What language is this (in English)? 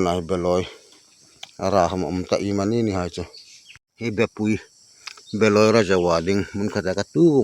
Hmar